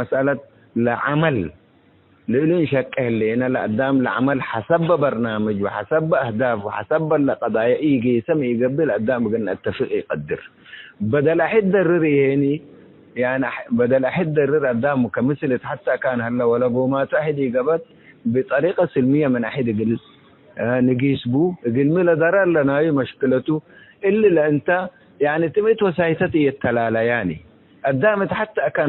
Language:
Tigre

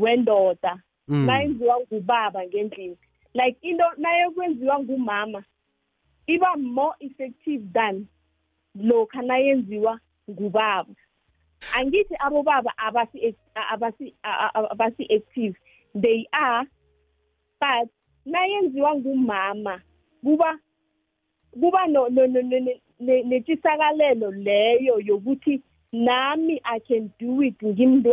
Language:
South Ndebele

